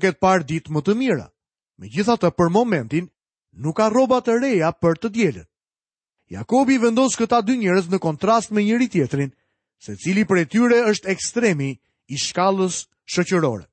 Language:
Albanian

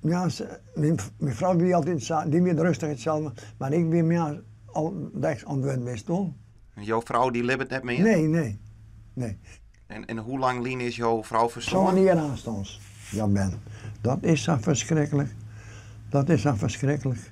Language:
Western Frisian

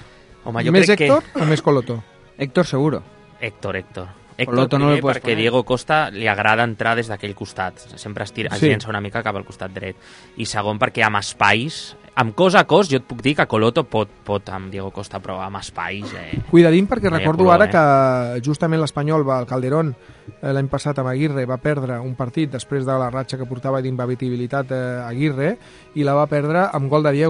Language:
Catalan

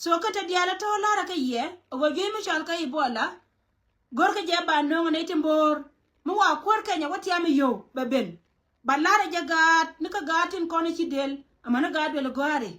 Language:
Nuer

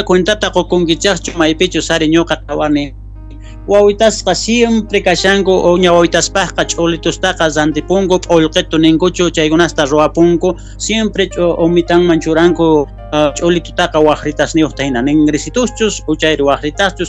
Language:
South Bolivian Quechua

